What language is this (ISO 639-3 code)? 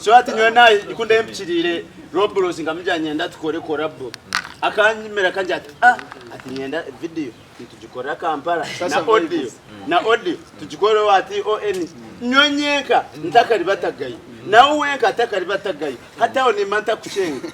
nyn